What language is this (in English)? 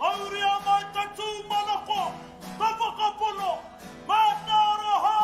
Māori